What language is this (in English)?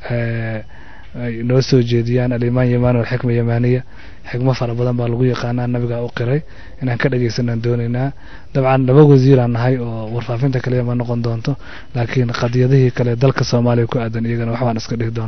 Somali